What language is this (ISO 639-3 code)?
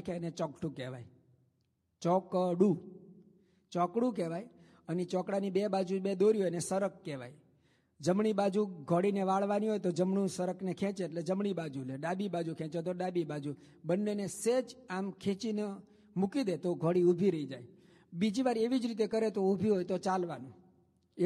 guj